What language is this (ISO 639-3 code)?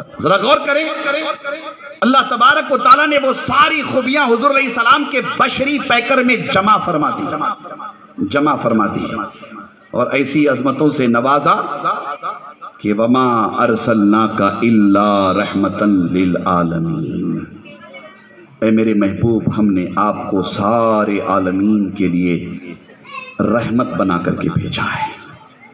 urd